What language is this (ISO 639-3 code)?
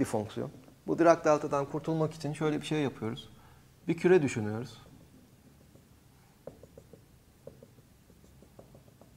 tur